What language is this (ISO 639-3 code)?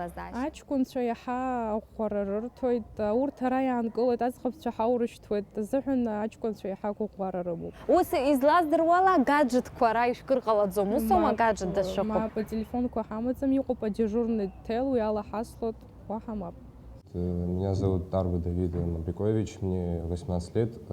abk